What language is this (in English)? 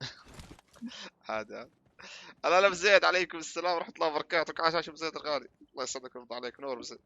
North Levantine Arabic